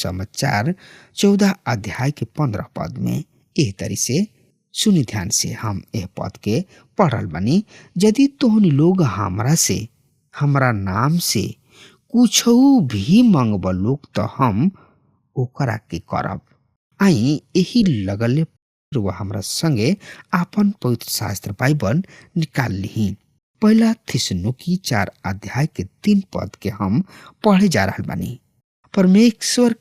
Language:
Bhojpuri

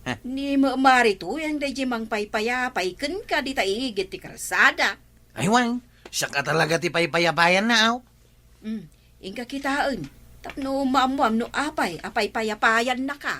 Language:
Iloko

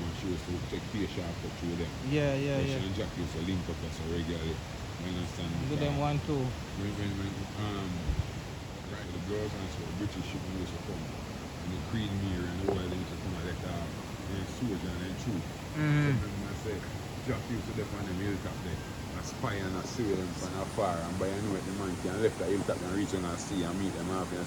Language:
Jamaican Creole English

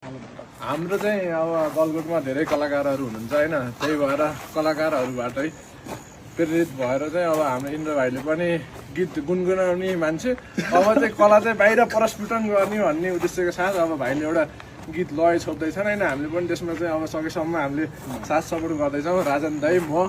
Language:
Nepali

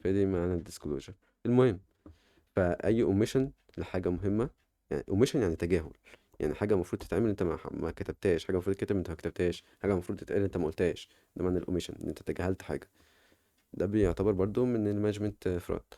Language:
Egyptian Arabic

